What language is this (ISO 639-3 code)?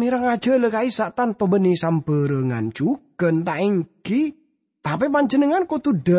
mad